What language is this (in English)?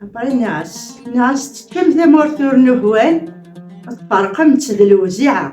Kabyle